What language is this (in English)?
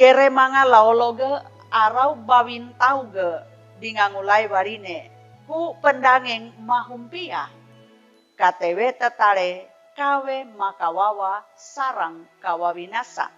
Sangir